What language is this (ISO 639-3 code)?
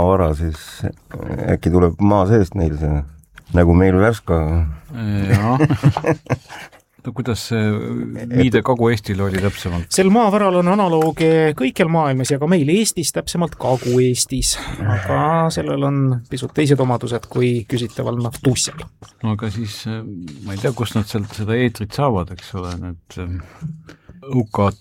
est